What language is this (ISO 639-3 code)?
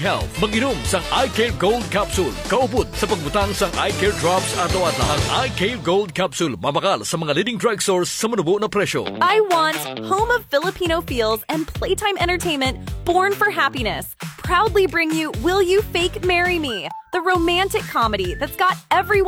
hil